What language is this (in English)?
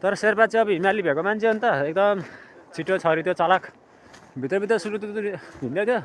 Nepali